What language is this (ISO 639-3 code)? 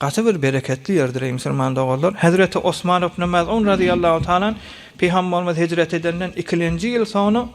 tuk